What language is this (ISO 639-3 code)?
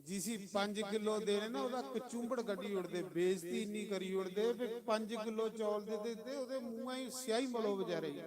doi